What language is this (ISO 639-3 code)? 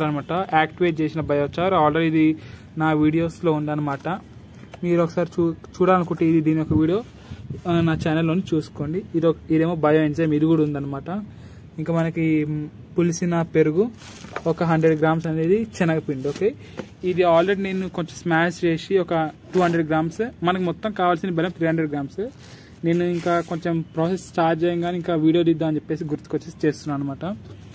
tel